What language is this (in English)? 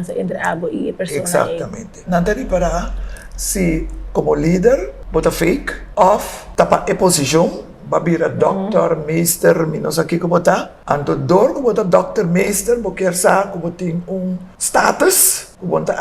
Papiamento